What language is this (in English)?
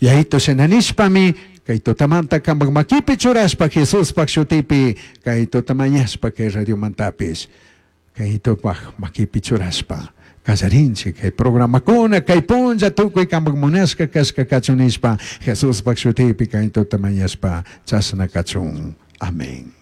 Chimborazo Highland Quichua